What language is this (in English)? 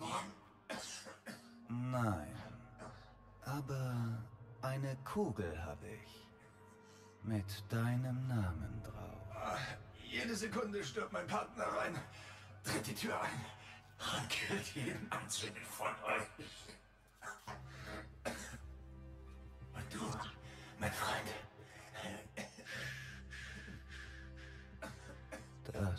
German